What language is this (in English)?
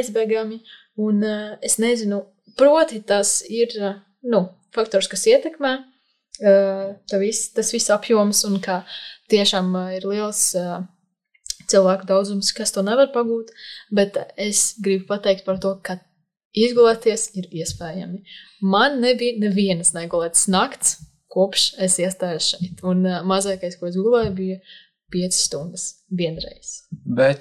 Latvian